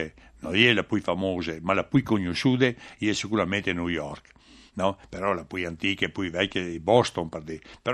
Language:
Friulian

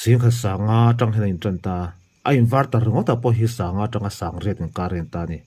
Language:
Mizo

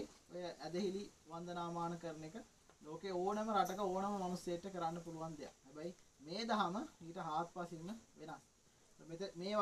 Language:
Sinhala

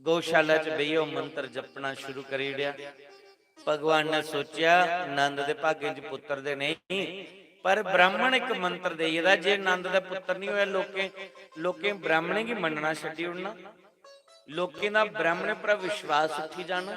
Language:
Dogri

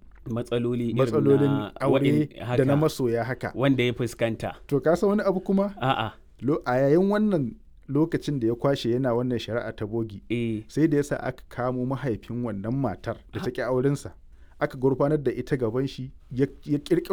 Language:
Hausa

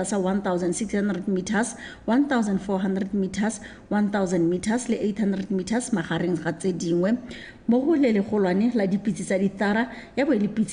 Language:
Tswana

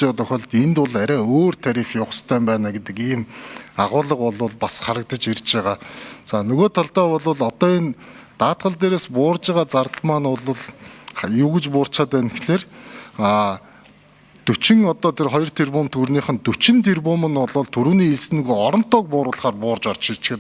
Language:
Mongolian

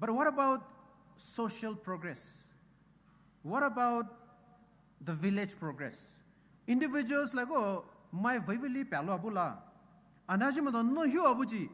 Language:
Poumei Naga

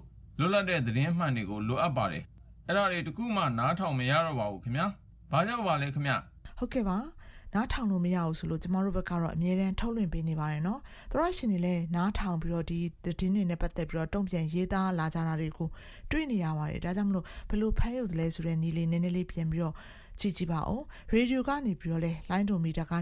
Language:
Burmese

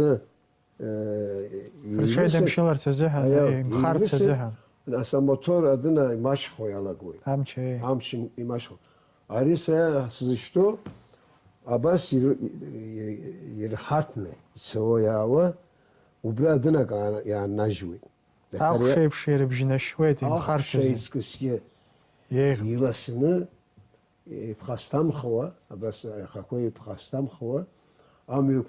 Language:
Abkhazian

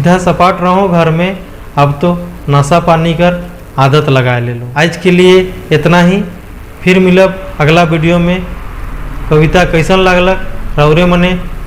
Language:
Sadri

